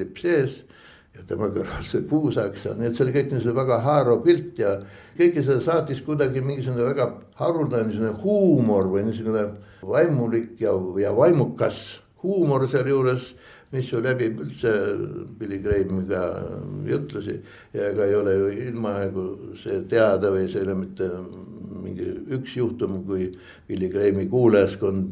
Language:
Estonian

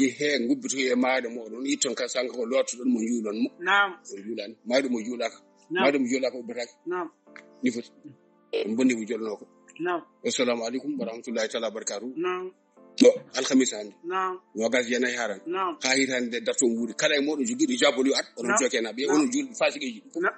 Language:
Fula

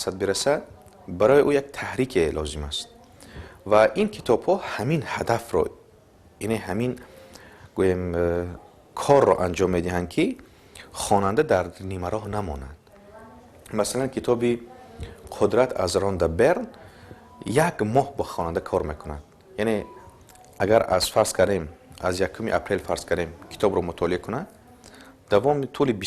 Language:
Tajik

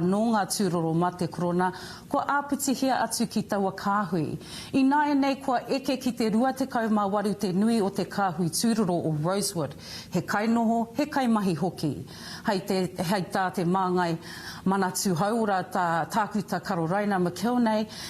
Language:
Māori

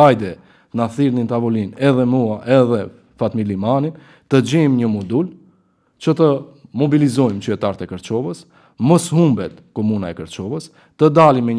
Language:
Albanian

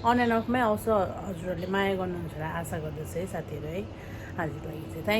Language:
Nepali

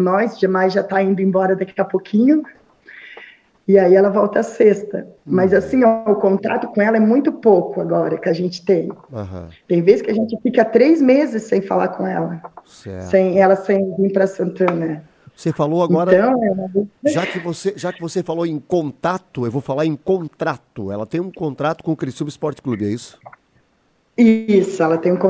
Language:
Portuguese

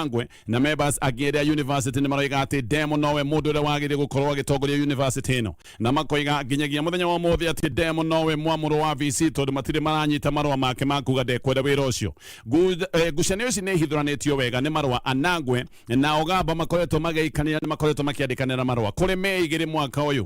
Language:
Kikuyu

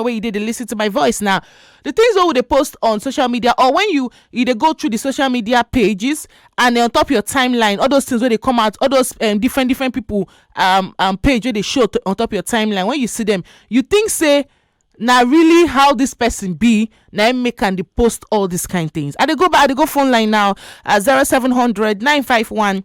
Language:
Nigerian Pidgin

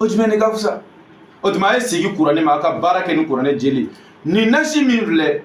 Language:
Bambara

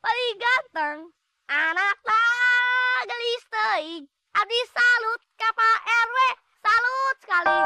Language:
Betawi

